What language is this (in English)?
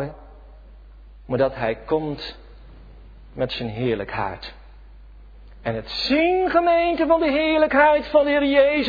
Dutch